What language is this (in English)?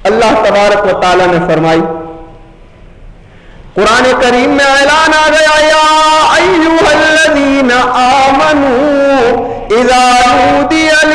Urdu